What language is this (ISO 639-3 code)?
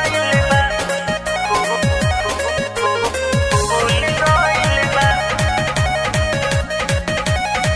bho